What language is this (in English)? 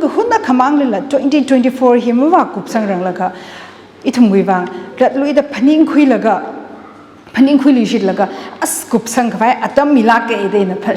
Tangkhul Naga (India)